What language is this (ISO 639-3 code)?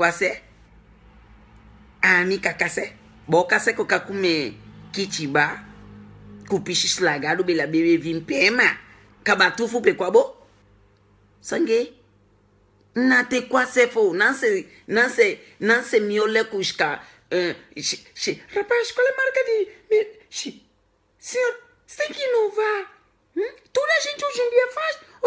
por